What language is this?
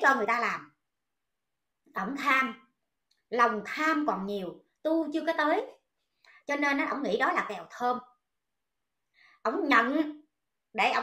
Vietnamese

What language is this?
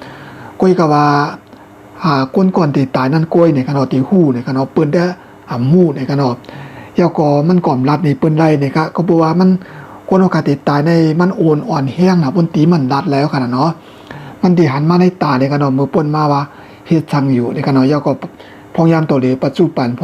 Shan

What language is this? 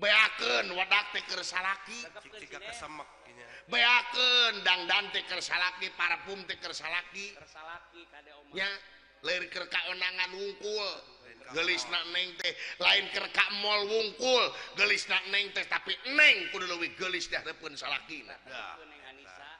Sundanese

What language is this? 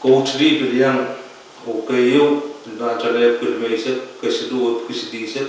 Pohnpeian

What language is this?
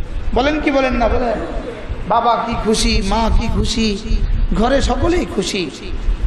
Bangla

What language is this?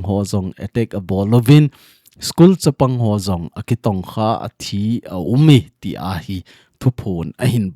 Thado Chin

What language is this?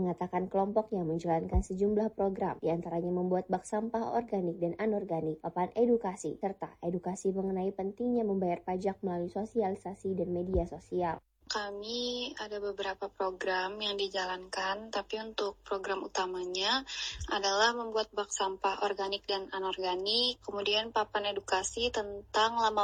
Indonesian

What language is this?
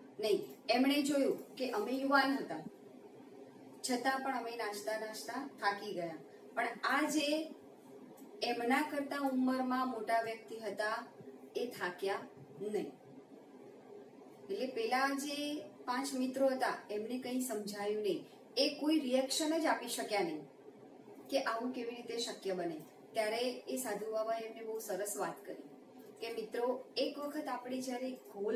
Gujarati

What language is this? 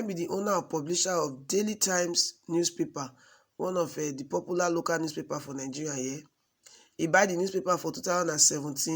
Nigerian Pidgin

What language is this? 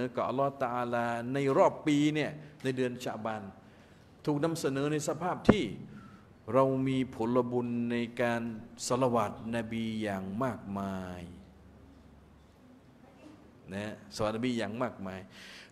Thai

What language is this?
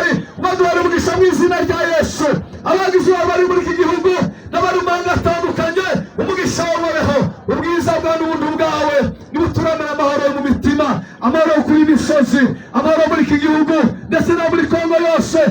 Kinyarwanda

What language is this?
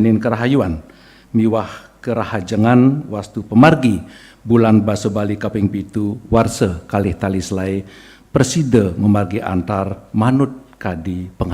Balinese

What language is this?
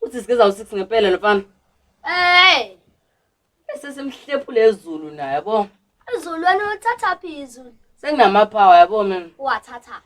Zulu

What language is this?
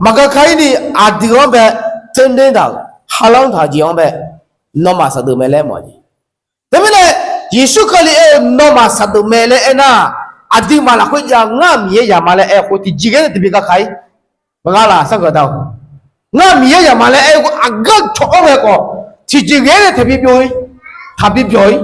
Akha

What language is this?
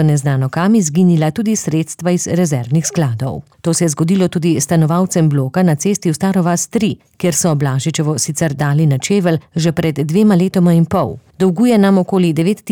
Slovenian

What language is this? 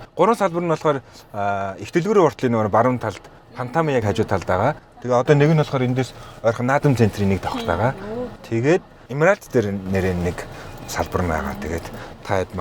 Mongolian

